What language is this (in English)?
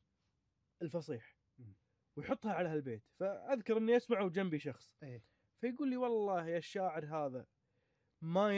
Gulf Arabic